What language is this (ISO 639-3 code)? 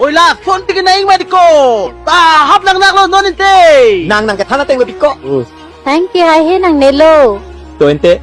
mjw